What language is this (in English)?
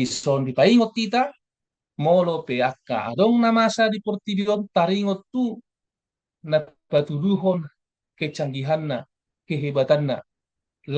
Batak Toba